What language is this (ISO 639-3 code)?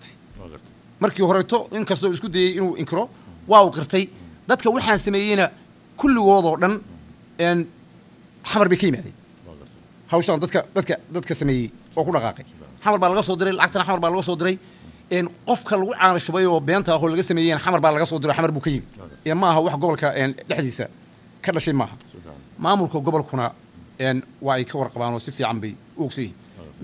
som